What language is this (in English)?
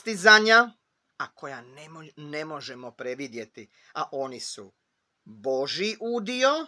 Croatian